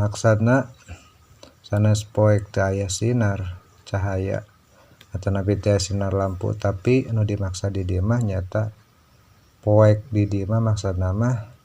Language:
Sundanese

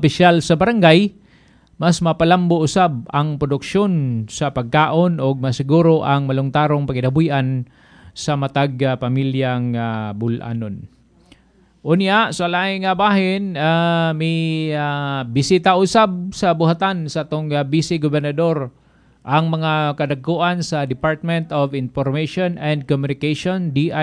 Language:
Cebuano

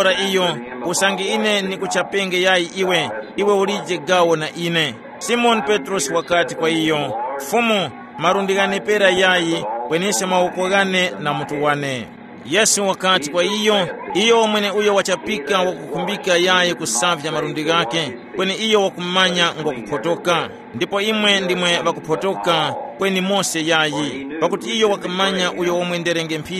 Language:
Tumbuka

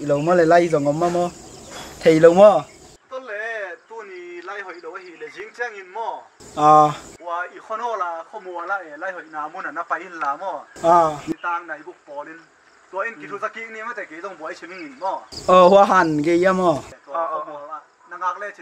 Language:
Tedim Chin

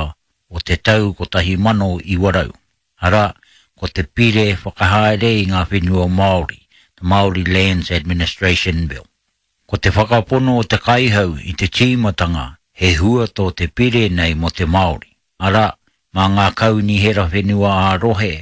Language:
Māori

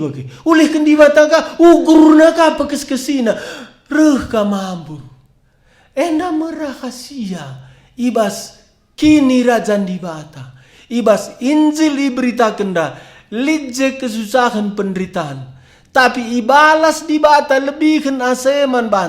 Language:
Batak Karo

